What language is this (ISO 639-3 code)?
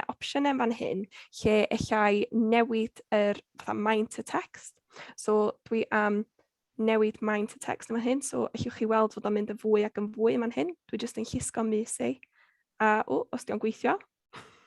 cym